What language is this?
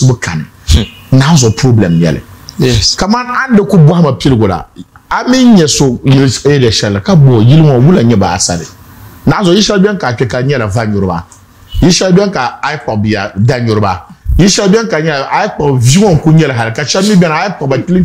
Dagbani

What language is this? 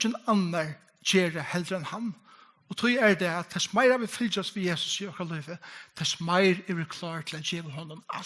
Faroese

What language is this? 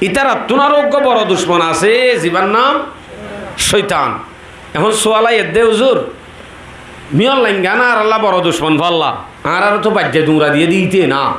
Rohingya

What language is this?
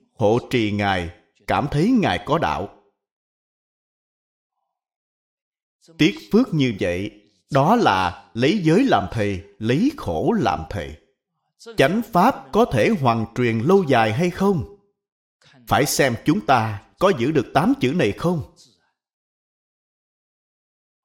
Vietnamese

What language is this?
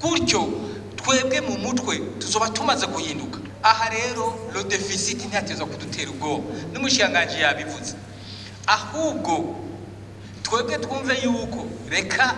Rundi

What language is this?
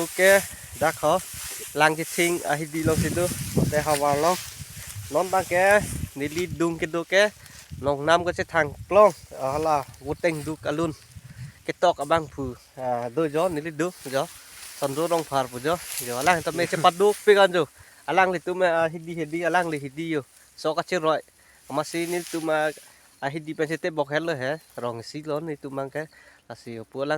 Karbi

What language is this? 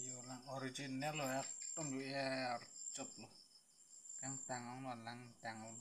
Karbi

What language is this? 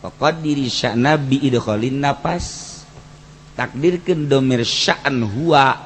Sundanese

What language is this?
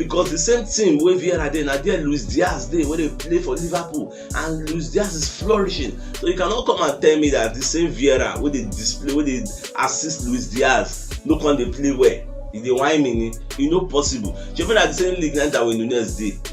Nigerian Pidgin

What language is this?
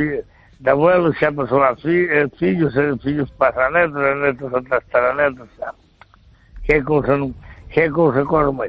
Galician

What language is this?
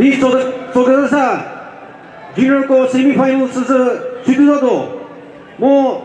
Chokri Naga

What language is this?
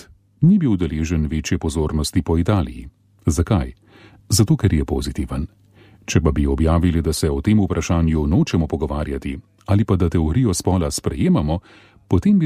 Slovenian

